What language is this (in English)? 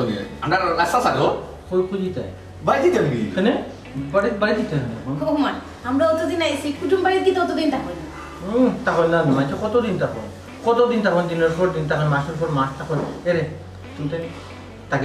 Sylheti